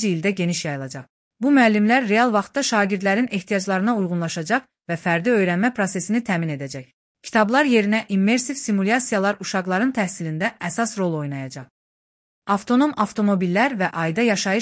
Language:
Azerbaijani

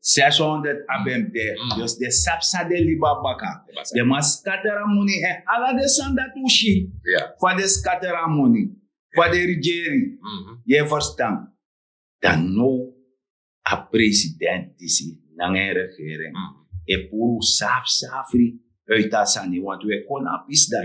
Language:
Sranan Tongo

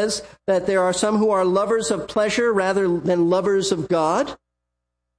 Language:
English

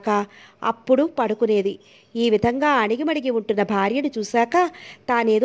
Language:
Telugu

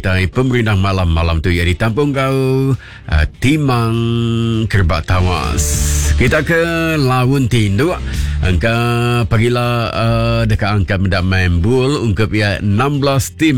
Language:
Iban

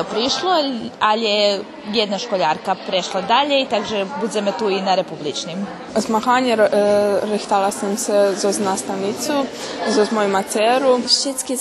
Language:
Rusyn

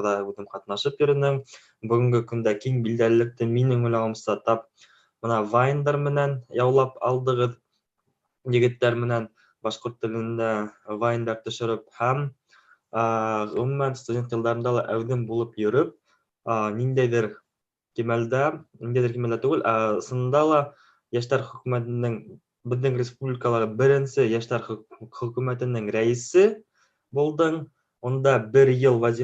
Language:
Bashkir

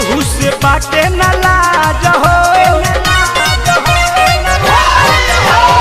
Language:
Bhojpuri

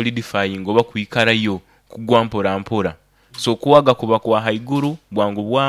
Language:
Nyoro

